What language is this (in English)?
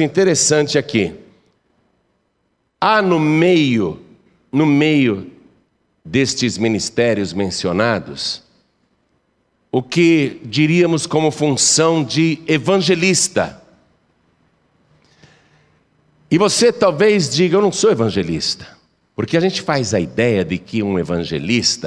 Portuguese